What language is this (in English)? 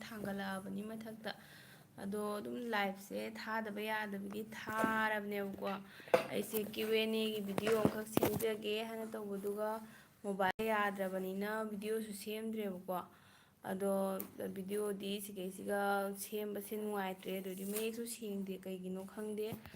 Manipuri